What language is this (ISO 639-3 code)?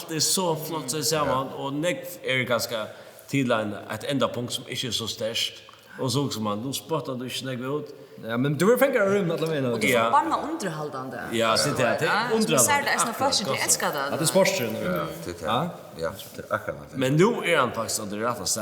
fao